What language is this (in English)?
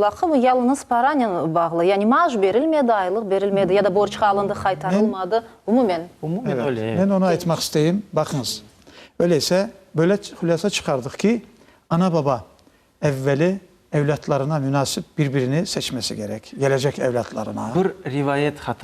Crimean Tatar